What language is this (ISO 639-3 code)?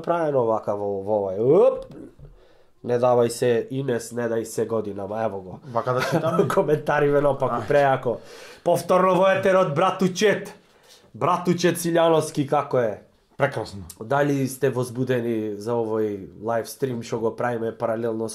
mkd